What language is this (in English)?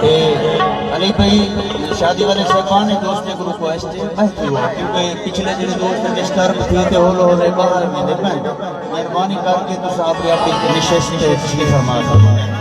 Saraiki